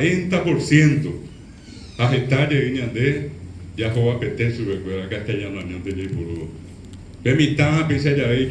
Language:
Guarani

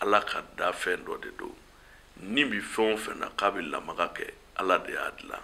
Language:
Bambara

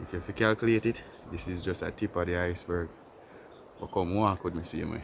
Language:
Jamaican Creole English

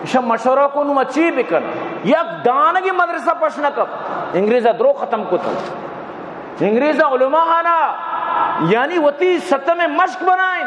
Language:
Baluchi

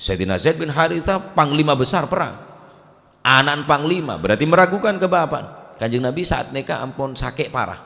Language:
Madurese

